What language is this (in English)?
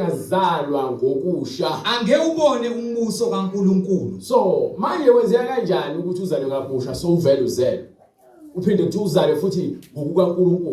Zulu